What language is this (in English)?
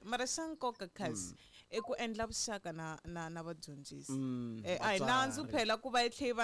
Tsonga